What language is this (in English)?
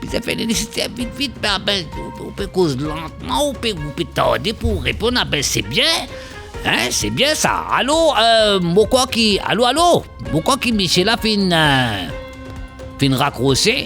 Morisyen